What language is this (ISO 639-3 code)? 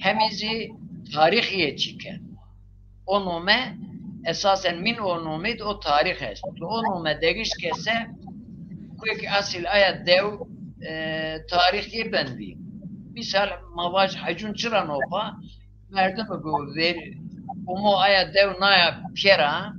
zza